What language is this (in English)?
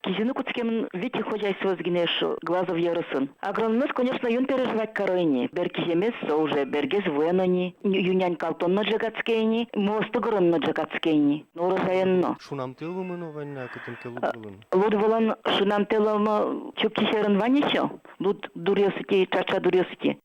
Udmurt